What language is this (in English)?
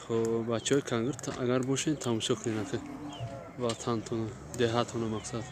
Tajik